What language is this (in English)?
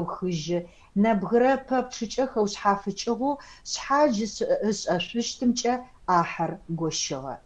Adyghe